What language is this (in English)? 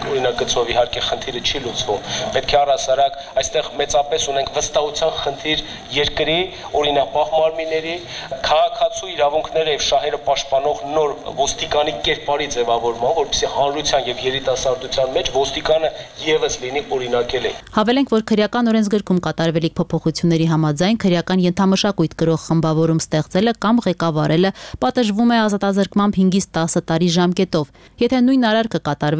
Armenian